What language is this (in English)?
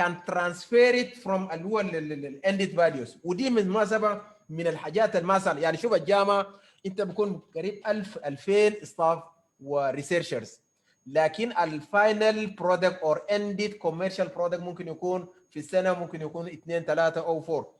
Sudanese Arabic